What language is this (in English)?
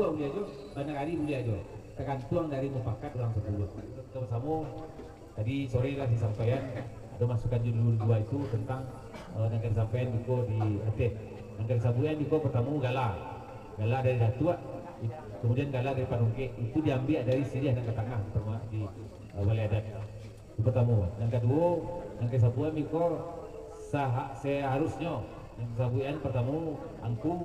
Minangkabau